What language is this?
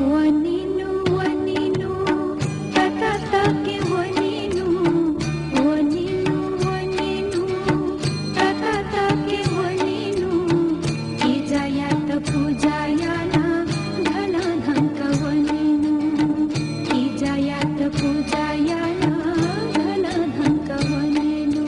Newari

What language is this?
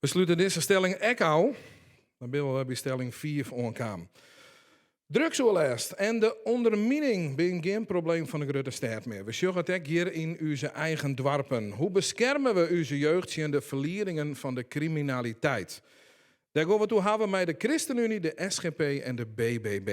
Western Frisian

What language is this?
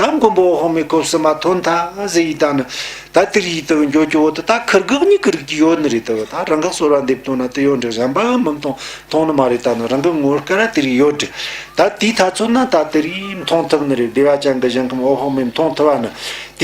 Tibetan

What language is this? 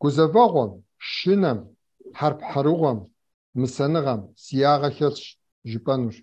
Kabardian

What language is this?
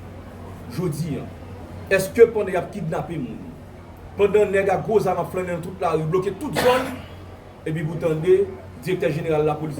Haitian Creole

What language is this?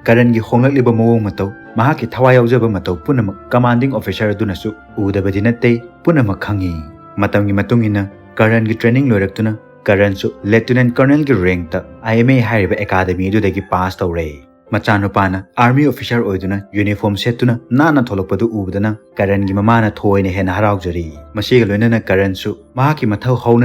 Manipuri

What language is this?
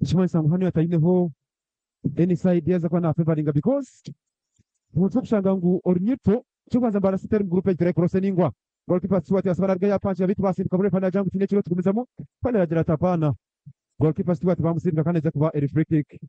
Nyankole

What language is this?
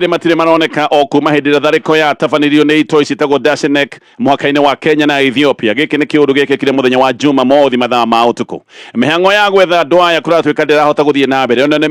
Kikuyu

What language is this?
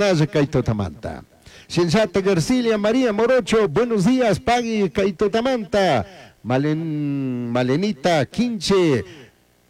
Chimborazo Highland Quichua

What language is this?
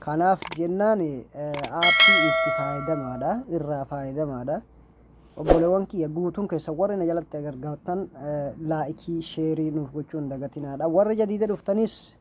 Oromo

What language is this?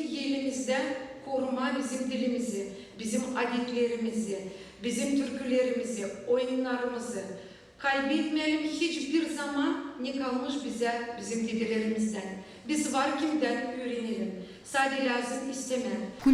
Gagauz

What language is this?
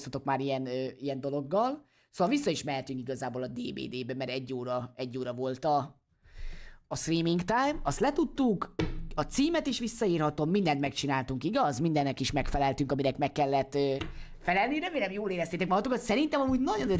Hungarian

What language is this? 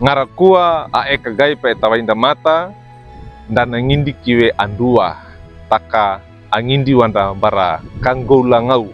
Wejewa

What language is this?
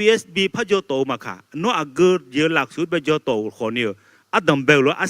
Akha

